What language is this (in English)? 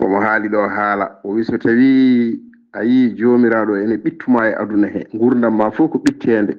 Fula